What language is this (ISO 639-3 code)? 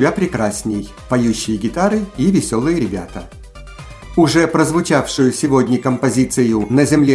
rus